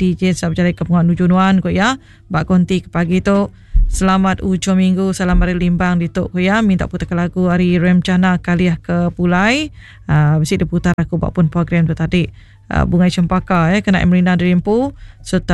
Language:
Iban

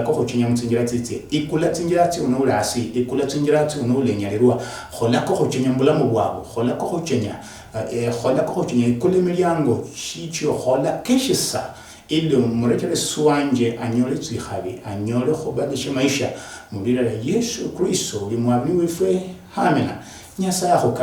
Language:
Luyia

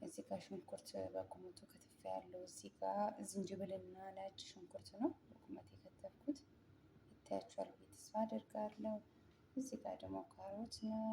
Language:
Amharic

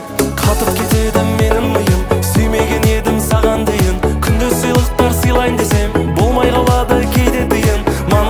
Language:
Kazakh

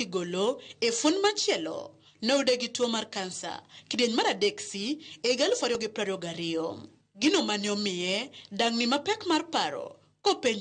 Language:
Luo (Kenya and Tanzania)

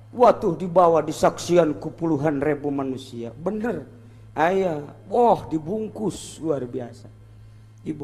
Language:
Sundanese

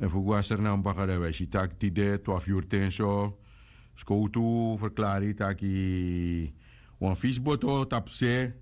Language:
Sranan Tongo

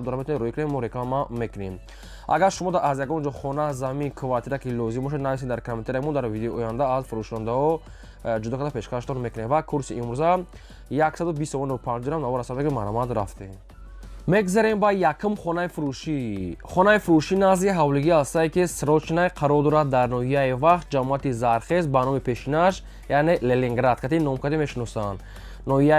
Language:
Tajik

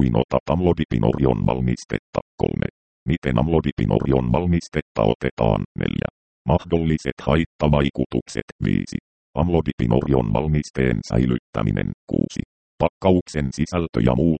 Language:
Finnish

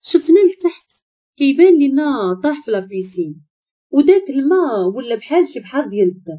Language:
Moroccan Arabic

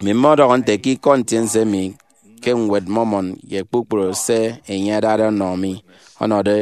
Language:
Efik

